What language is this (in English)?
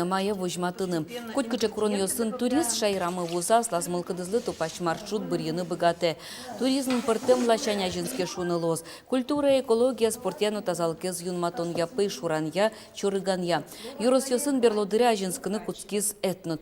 Udmurt